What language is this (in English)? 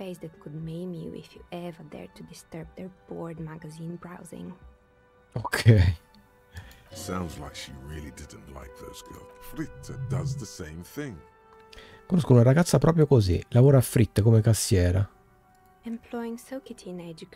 Italian